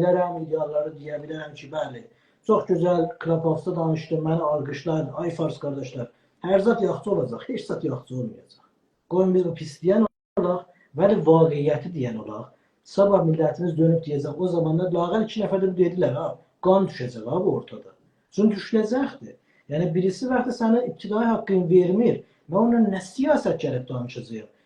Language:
South Azerbaijani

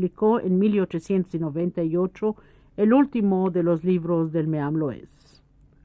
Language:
Ladino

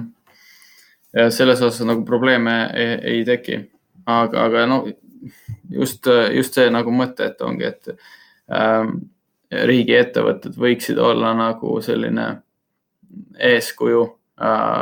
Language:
Estonian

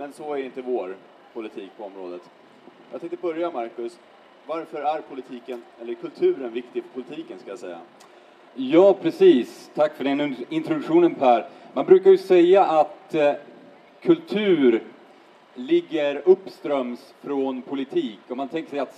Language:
Swedish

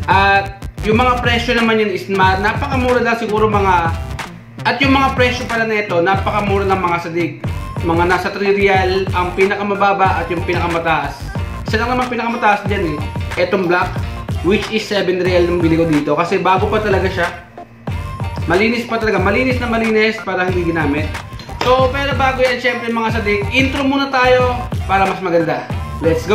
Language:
Filipino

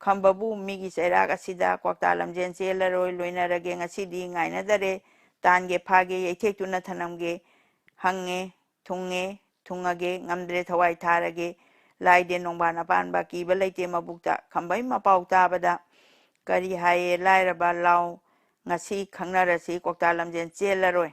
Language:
Manipuri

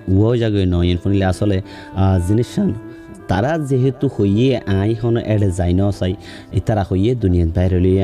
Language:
Rohingya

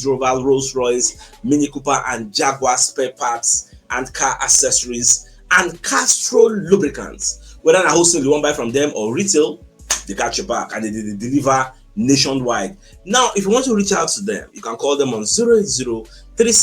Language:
Nigerian Pidgin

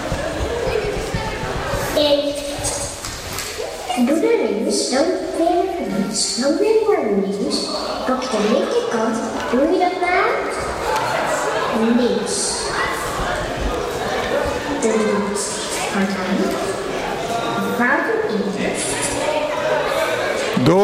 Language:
Dutch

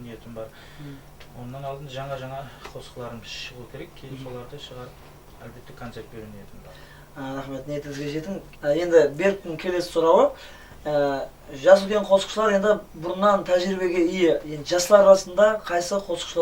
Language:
Kara-Kalpak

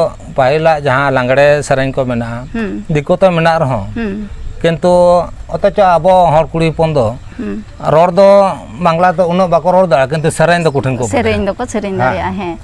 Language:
Santali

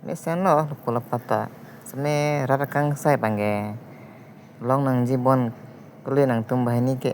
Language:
Karbi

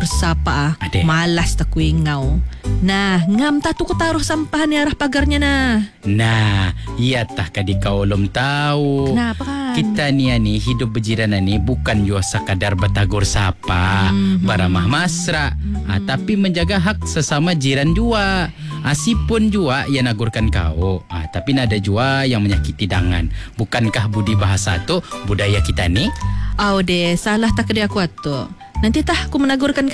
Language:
Malay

